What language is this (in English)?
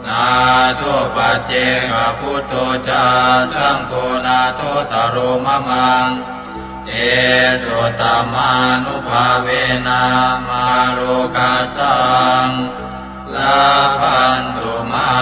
Pali